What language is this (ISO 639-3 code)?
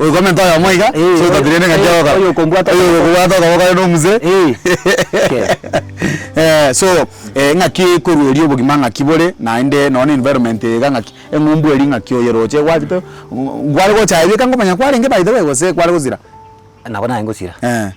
guz